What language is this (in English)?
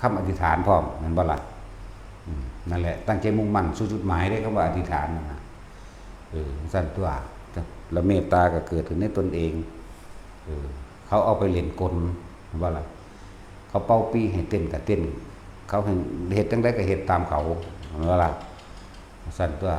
Northeastern Thai